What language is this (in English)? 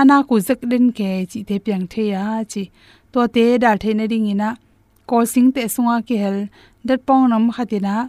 Tedim Chin